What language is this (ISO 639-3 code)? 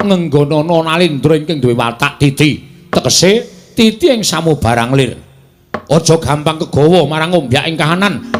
jav